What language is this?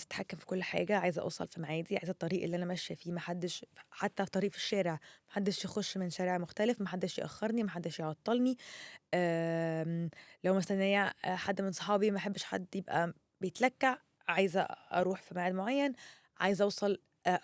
Egyptian Arabic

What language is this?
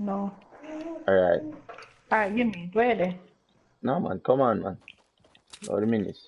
Jamaican Creole English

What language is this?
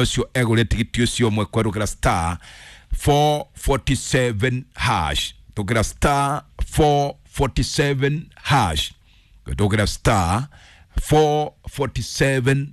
Kikuyu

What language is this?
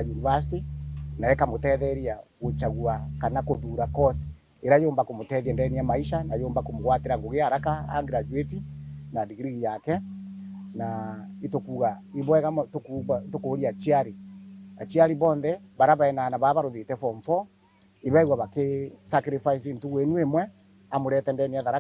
Meru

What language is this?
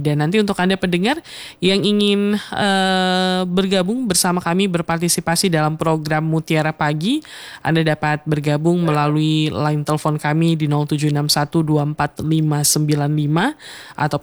Indonesian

